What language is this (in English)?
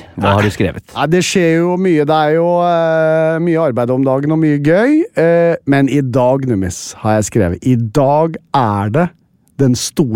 Norwegian